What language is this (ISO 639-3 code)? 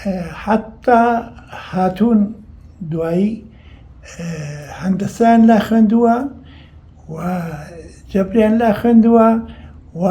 ckb